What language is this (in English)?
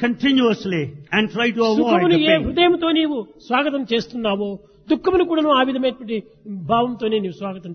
Telugu